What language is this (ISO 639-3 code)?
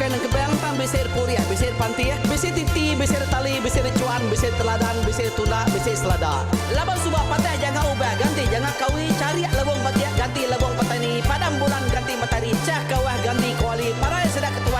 iba